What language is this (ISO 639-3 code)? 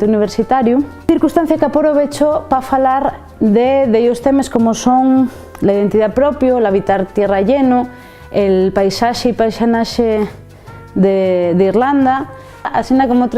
ast